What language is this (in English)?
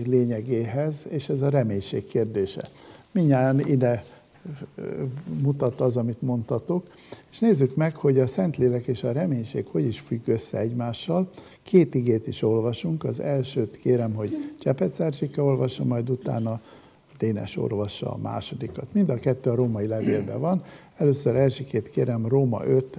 Hungarian